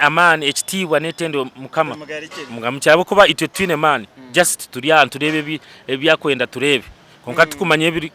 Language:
Nyankole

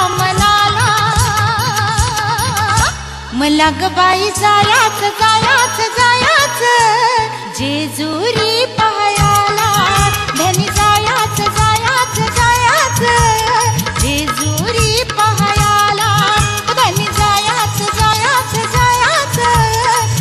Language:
Marathi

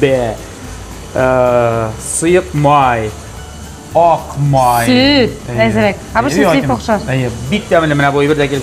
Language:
Tatar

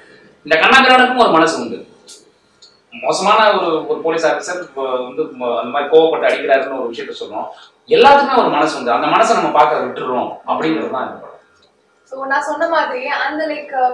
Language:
Tamil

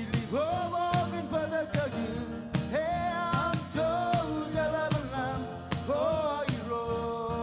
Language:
Marshallese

